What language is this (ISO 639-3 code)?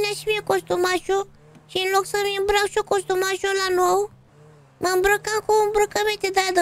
ron